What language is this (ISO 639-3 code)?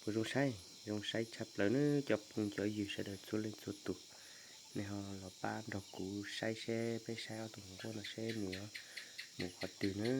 hmn